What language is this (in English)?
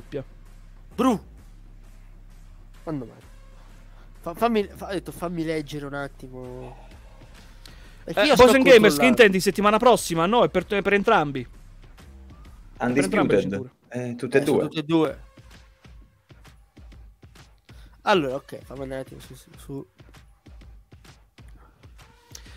Italian